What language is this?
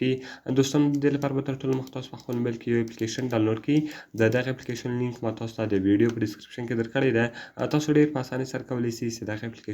Pashto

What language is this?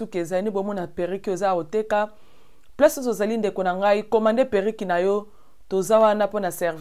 Lingala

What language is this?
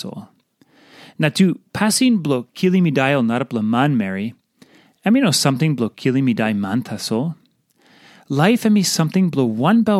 Tok Pisin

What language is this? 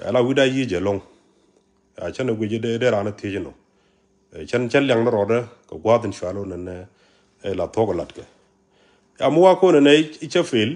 Nuer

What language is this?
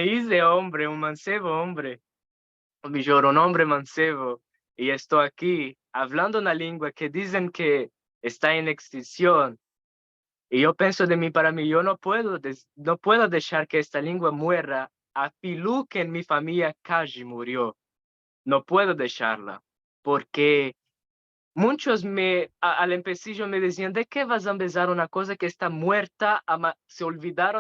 Ladino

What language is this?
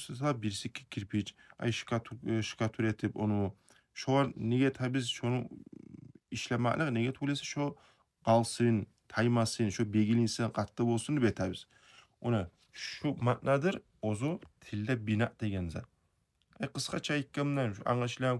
Kumyk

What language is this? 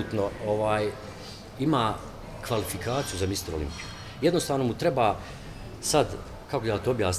Bosnian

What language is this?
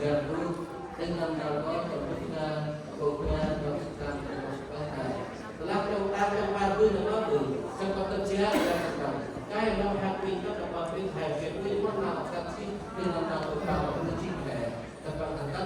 Central Mnong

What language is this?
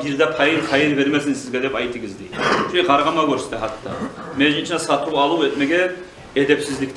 Kumyk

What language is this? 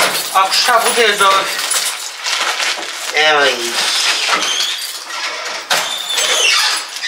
Bosnian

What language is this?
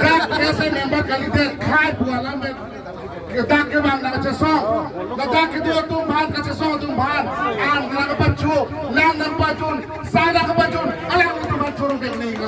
Karbi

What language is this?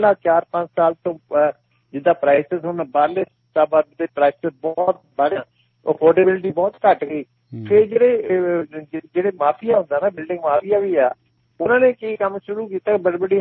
Punjabi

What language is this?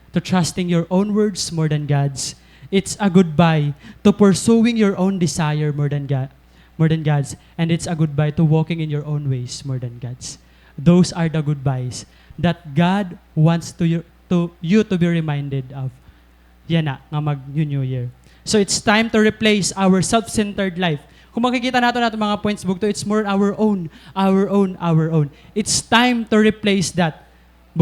Waray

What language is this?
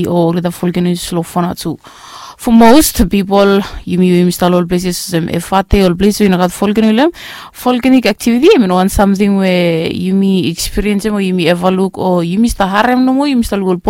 Bislama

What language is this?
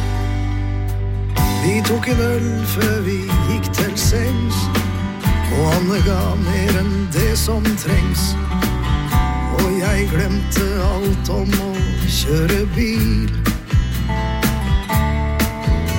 Norwegian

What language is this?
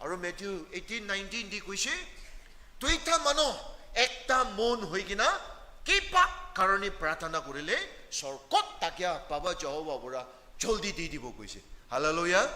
Naga Pidgin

